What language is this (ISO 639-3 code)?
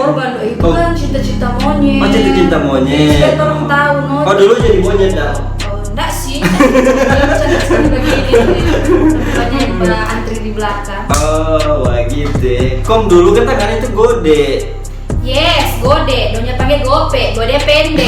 xmm